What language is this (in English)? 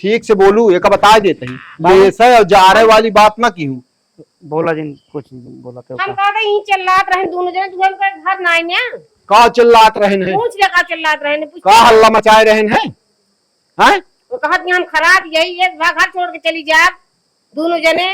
Awadhi